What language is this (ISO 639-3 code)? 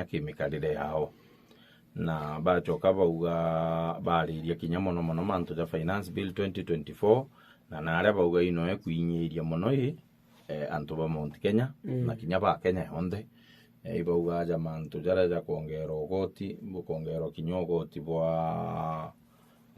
mer